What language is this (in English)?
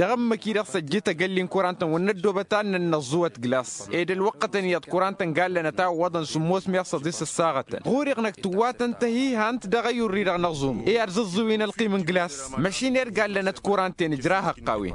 Tamasheq